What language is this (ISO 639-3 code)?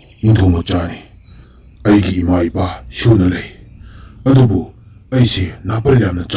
mni